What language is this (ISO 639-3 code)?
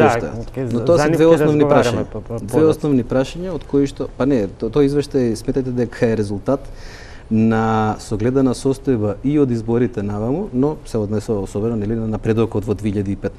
mkd